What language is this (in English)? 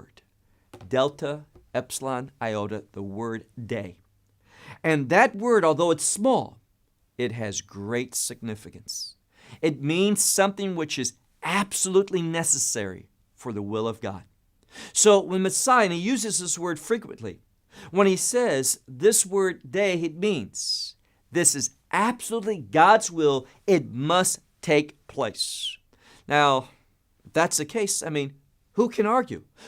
English